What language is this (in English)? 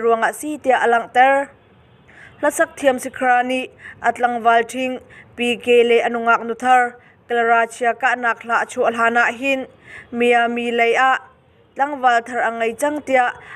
Hakha Chin